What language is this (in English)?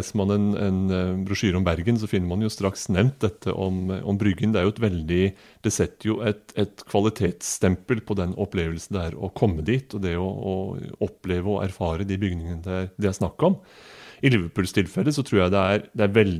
Norwegian